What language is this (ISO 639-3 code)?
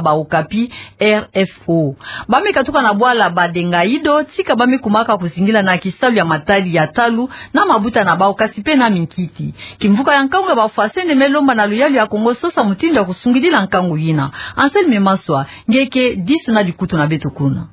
ktu